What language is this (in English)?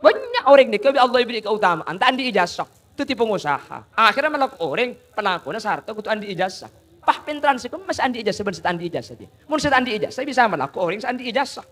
Madurese